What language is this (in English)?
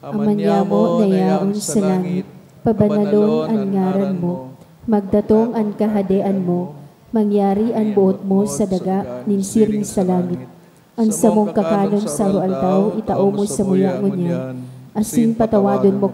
Bikol